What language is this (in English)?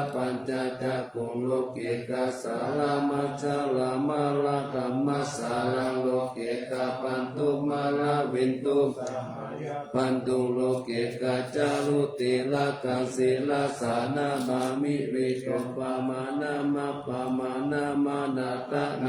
Pali